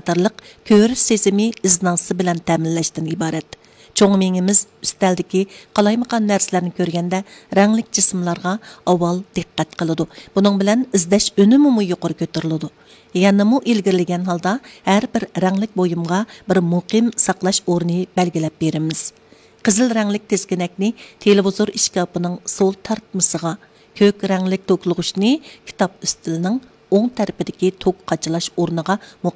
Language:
Uyghur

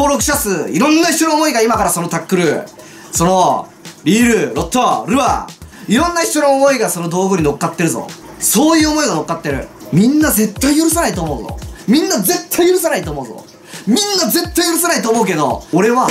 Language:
Japanese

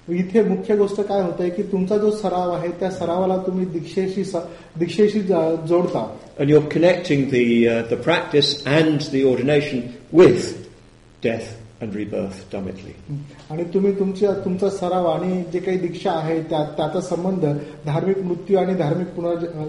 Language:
Marathi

